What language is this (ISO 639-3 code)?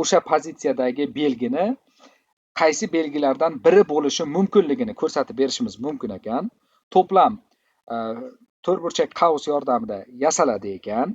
uzb